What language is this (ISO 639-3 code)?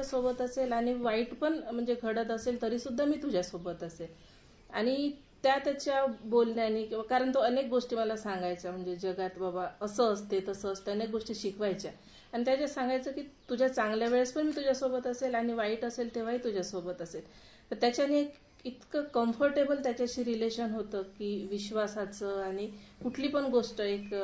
mar